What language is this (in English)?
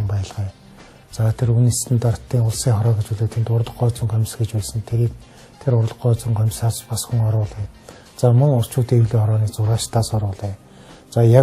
Mongolian